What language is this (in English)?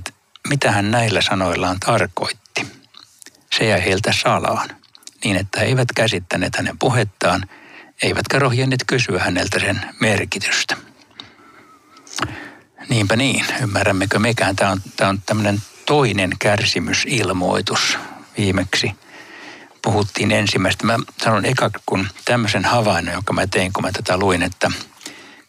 Finnish